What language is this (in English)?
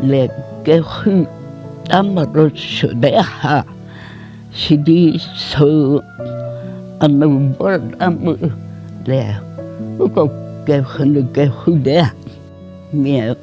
Angami Naga